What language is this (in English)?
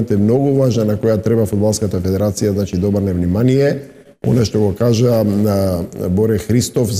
Macedonian